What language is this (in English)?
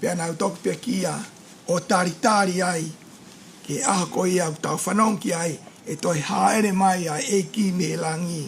Tongan